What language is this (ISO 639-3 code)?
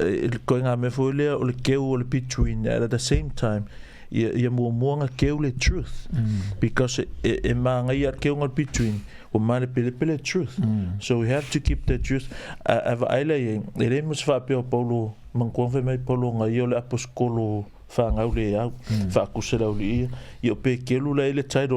smo